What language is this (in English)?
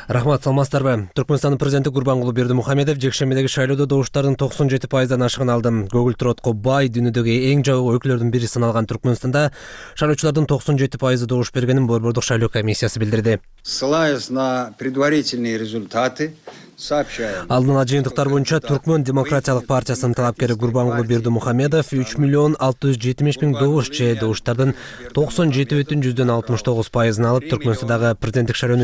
Kyrgyz